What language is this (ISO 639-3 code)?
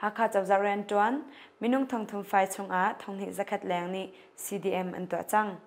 cnh